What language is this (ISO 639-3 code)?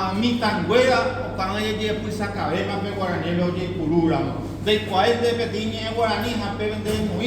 grn